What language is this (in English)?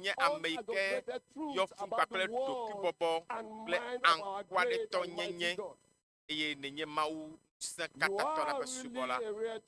Ewe